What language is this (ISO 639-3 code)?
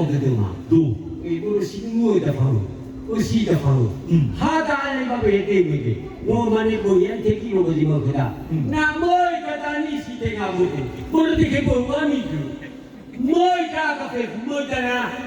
nia